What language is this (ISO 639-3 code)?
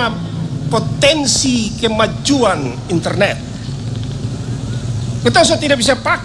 ind